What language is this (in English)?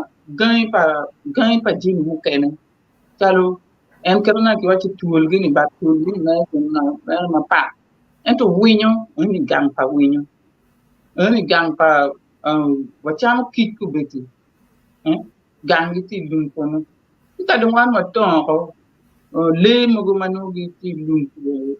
Acoli